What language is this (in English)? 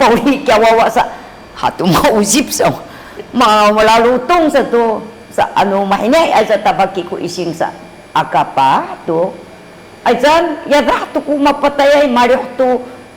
Sakizaya